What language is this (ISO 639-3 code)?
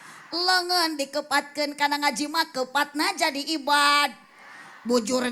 sun